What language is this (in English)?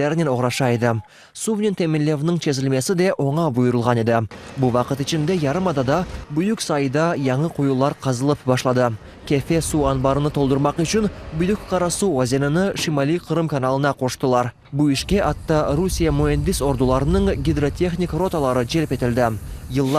Crimean Tatar